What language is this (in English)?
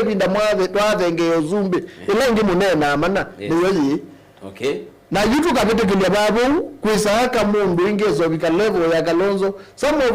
Kamba